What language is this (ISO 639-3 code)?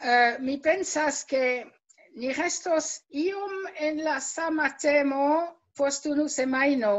epo